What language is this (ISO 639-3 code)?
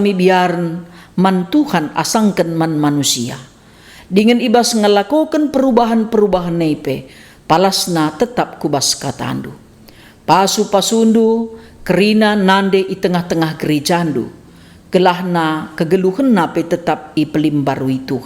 btx